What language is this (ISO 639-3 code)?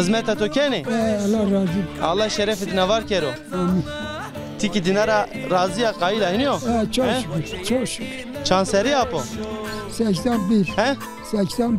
zza